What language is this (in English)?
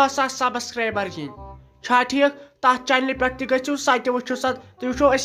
Kashmiri